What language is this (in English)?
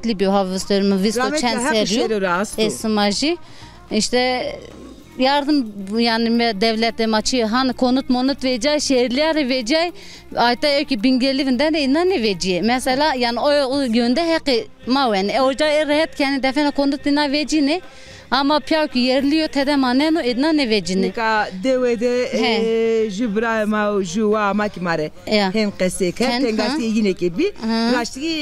Zaza